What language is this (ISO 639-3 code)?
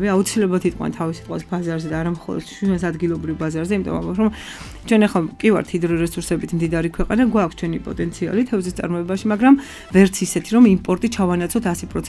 kat